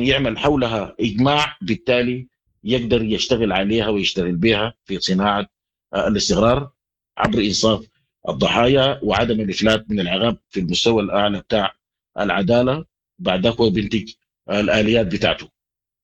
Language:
Sudanese Arabic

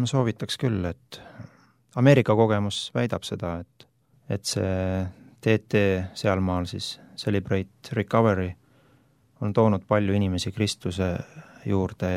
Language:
Estonian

